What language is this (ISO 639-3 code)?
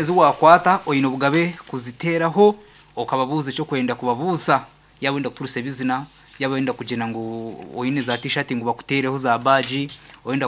nyn